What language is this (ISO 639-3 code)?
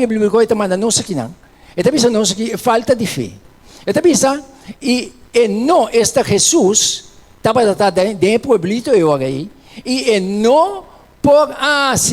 pap